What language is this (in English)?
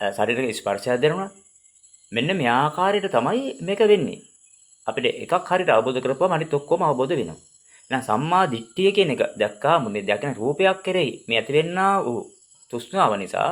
Sinhala